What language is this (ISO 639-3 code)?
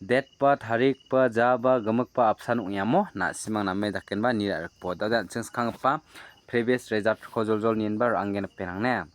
grt